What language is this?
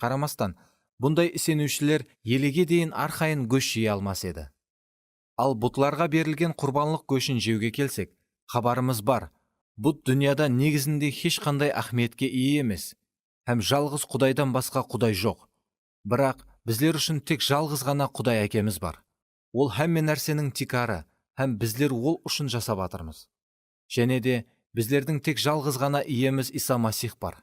Kara-Kalpak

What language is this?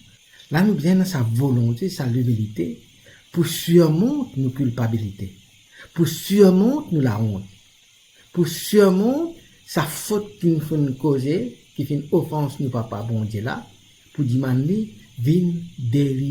Morisyen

